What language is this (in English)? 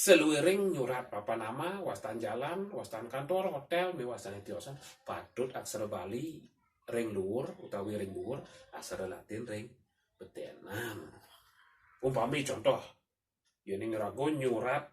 Balinese